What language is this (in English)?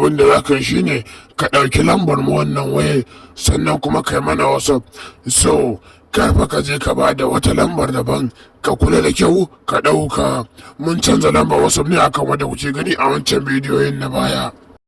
Hausa